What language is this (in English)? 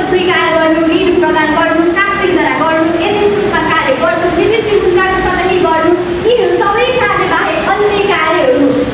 Nepali